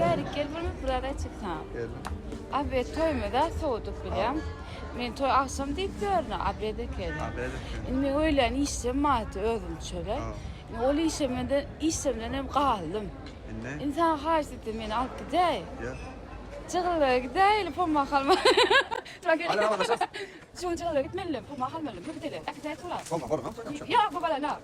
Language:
Turkmen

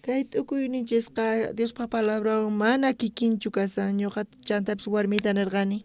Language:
South Bolivian Quechua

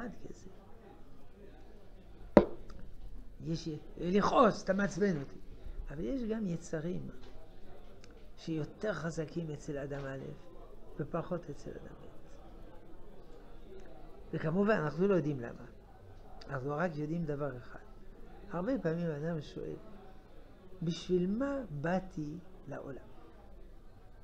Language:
Hebrew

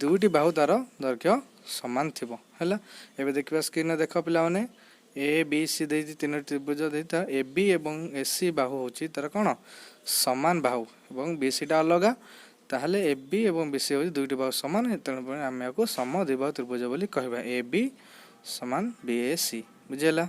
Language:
Odia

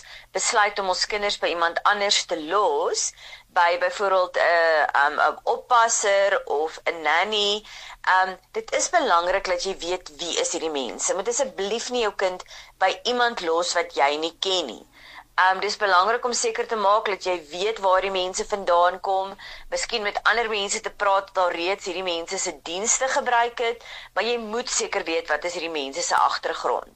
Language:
Afrikaans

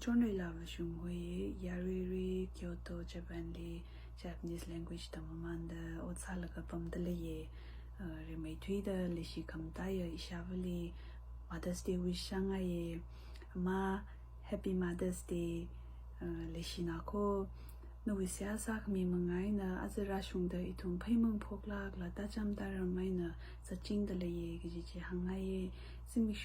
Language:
Tangkhul Naga (India)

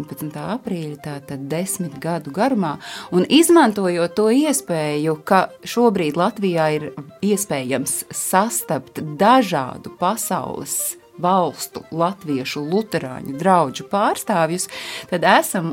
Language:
Latvian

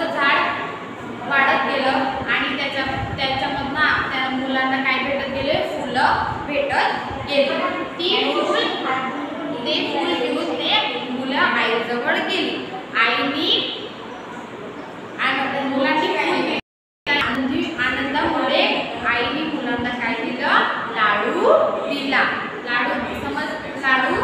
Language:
Marathi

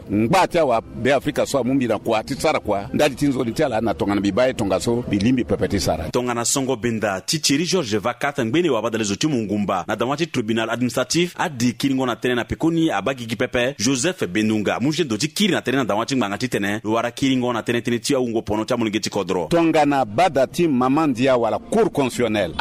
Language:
Sango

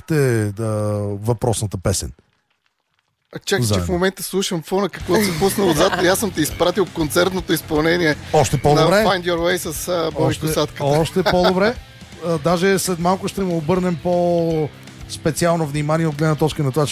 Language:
Bulgarian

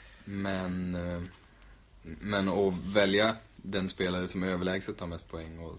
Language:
Swedish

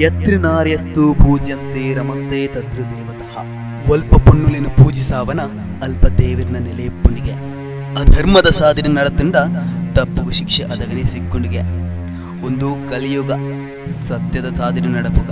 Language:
Tulu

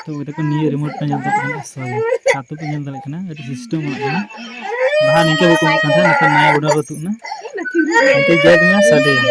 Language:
Santali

